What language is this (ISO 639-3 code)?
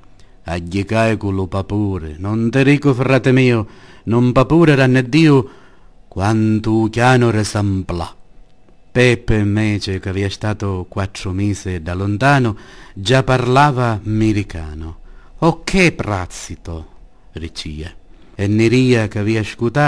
scn